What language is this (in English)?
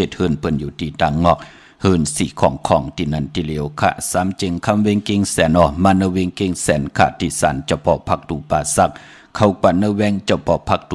Shan